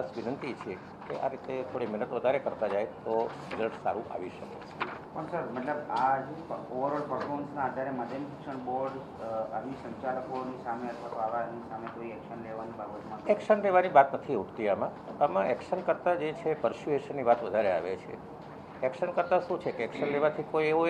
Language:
Gujarati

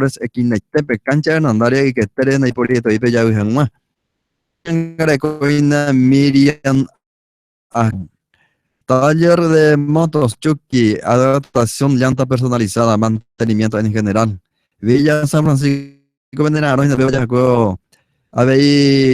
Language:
Guarani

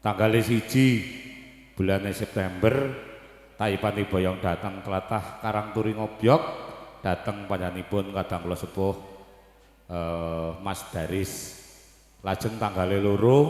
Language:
Javanese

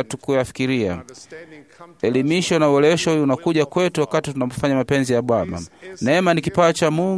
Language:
Swahili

